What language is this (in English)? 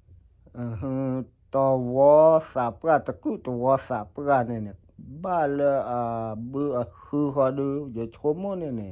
S'gaw Karen